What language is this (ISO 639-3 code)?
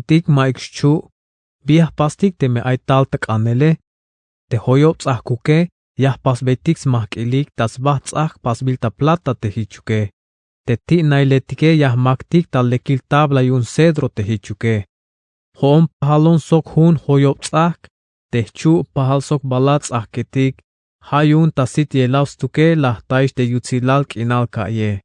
tzh